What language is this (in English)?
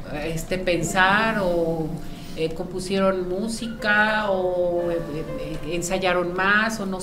Spanish